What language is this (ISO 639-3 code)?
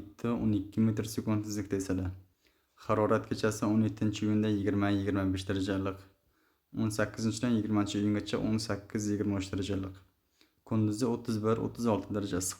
uzb